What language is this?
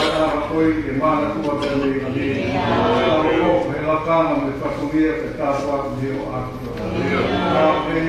Tongan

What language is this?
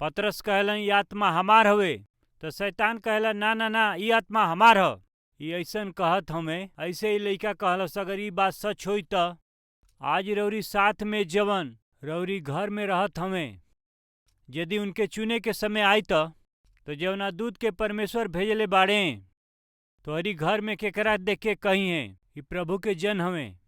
Bhojpuri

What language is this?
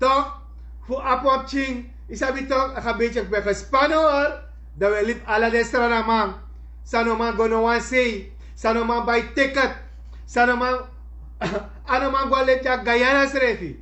Sranan Tongo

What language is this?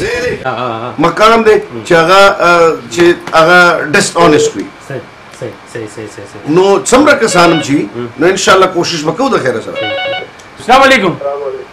Pashto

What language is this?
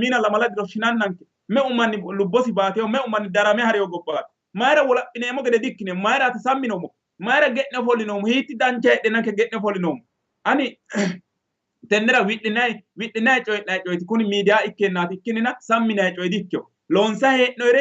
Sidamo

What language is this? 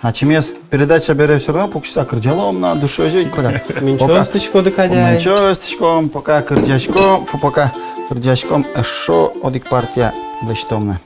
Udmurt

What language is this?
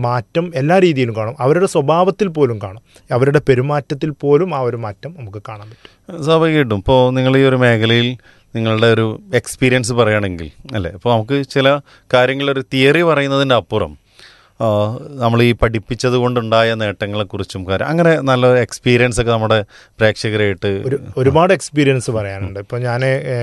Malayalam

